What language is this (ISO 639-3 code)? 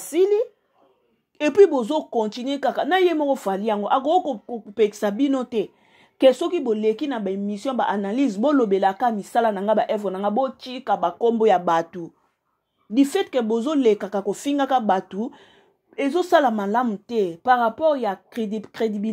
lin